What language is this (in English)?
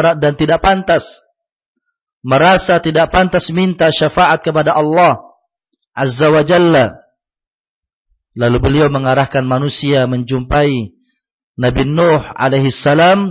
Indonesian